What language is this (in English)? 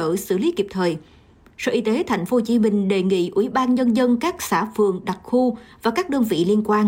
Vietnamese